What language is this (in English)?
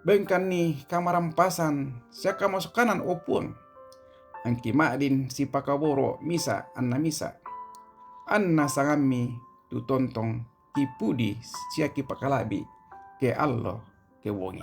Toraja-Sa'dan